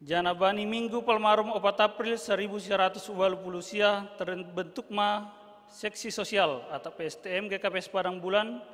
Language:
Batak Simalungun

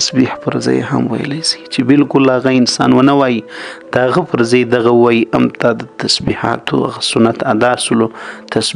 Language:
Pashto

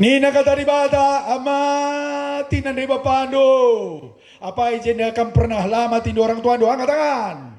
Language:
Batak Karo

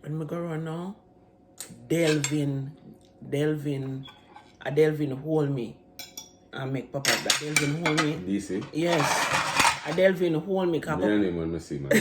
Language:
Jamaican Creole English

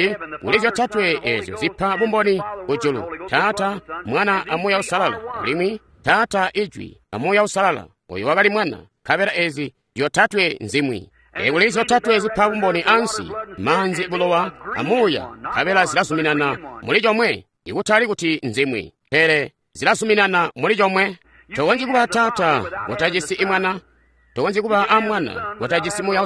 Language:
Tonga (Zambia)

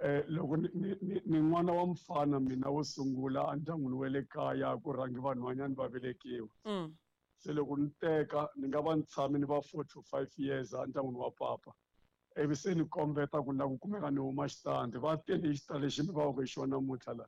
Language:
Tsonga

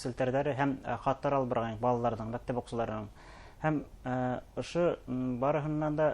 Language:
Bashkir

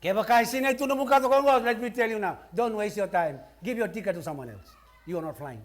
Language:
Fijian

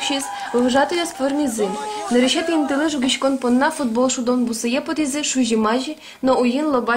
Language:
Udmurt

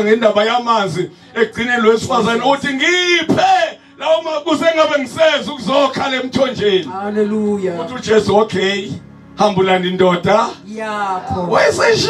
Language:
Zulu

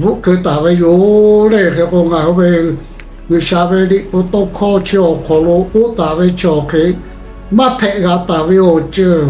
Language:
Lahu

